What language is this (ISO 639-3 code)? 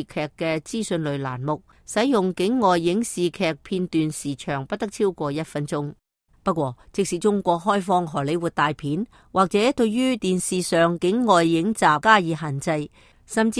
yue